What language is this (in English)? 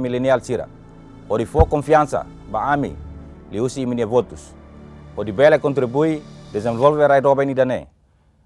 Tetum